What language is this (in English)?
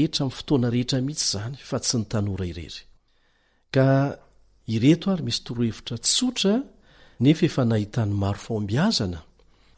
Malagasy